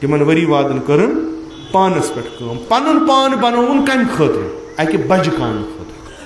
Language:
Kashmiri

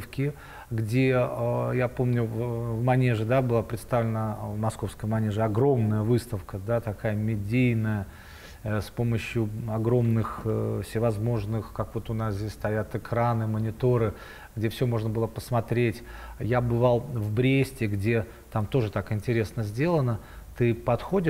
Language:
Russian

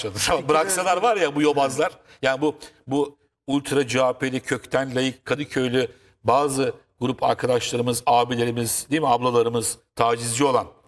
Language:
Turkish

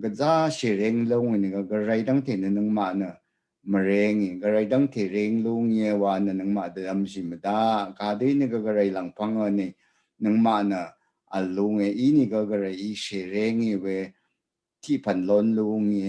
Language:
Rawang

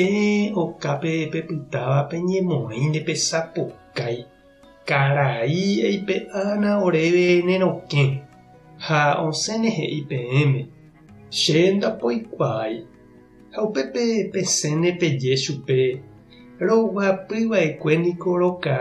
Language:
Guarani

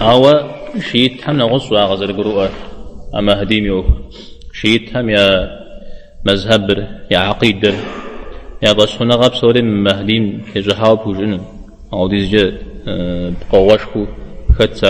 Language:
Kabardian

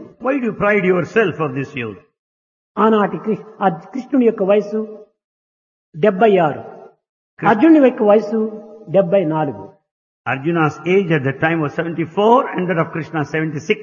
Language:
Telugu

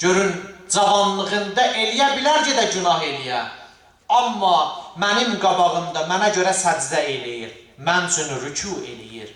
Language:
Azerbaijani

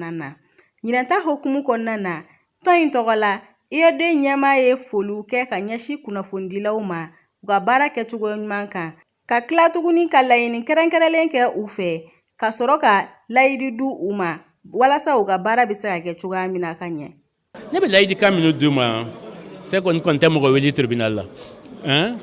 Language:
Bambara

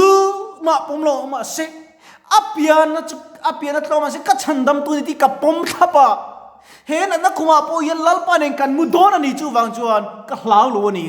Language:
Mizo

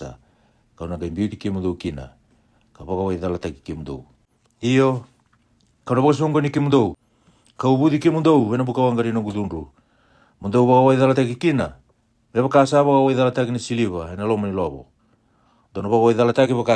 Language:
Fijian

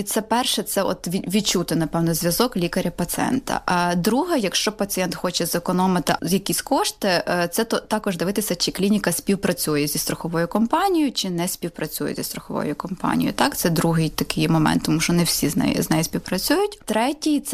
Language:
Ukrainian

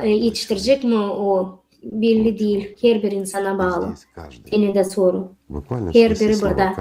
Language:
Gagauz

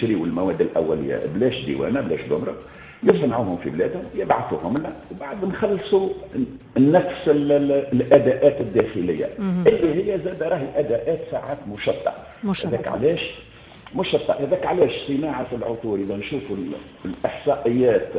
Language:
Tunisian Arabic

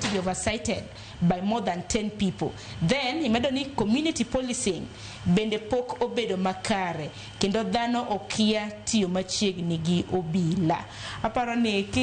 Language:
Luo (Kenya and Tanzania)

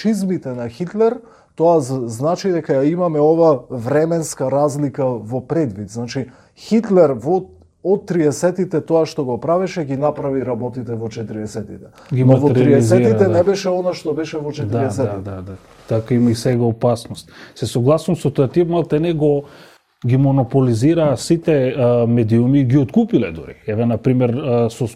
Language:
Macedonian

